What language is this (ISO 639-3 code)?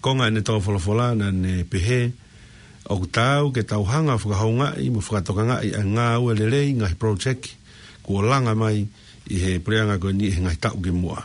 ton